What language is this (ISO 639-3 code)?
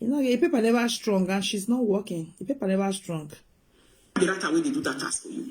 pcm